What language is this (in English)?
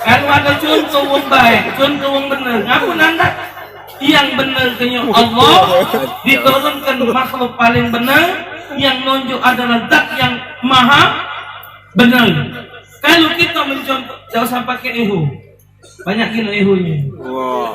Musi